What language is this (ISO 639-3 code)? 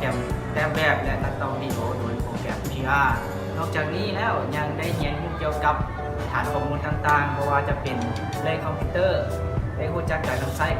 lao